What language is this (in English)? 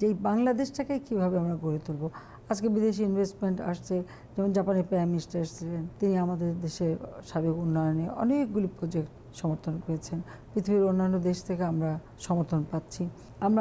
Bangla